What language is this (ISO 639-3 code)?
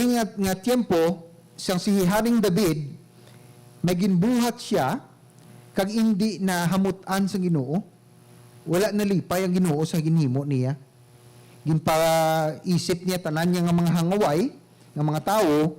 hil